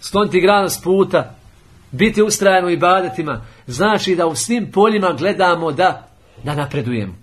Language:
Bosnian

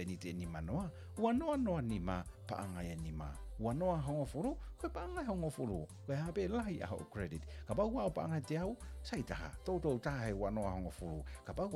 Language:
Tongan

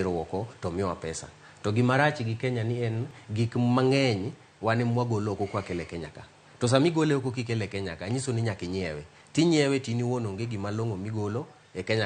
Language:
Luo (Kenya and Tanzania)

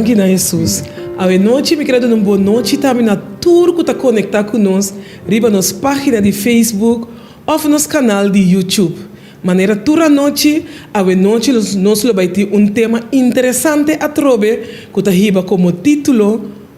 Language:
Papiamento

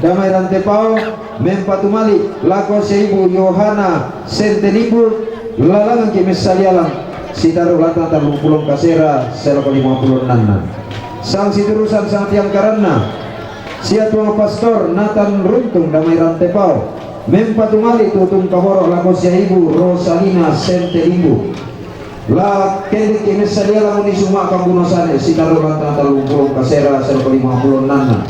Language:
Toraja-Sa'dan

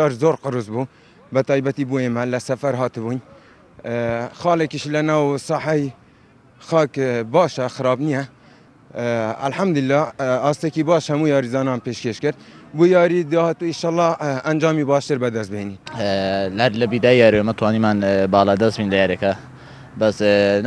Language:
Central Kurdish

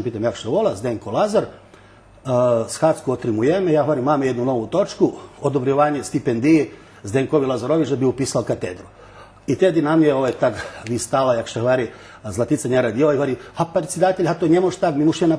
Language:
Rusyn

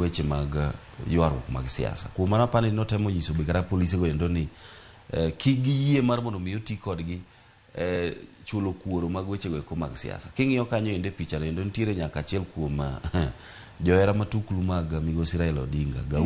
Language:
Luo (Kenya and Tanzania)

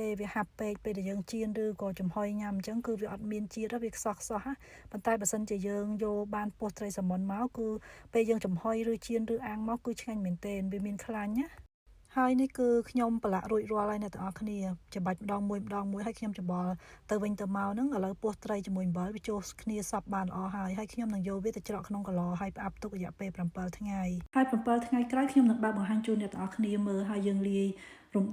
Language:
Khmer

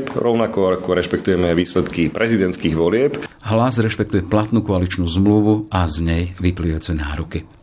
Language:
Slovak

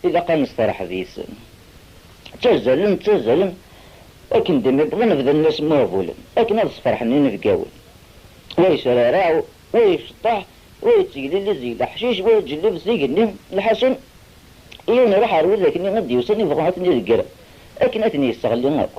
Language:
Kabyle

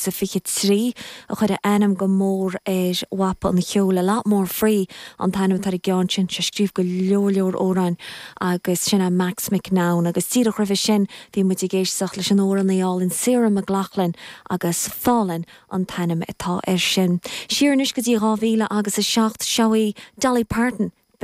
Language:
Irish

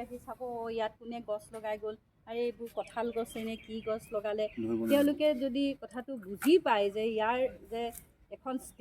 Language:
Assamese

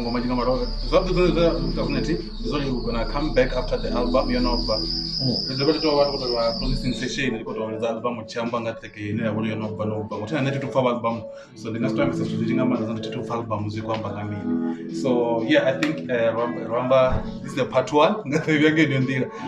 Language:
Venda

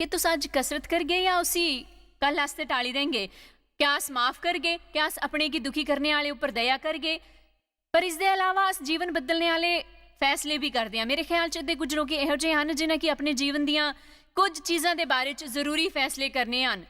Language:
Dogri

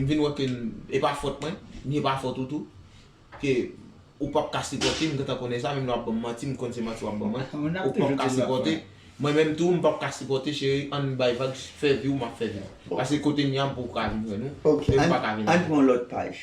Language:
Haitian Creole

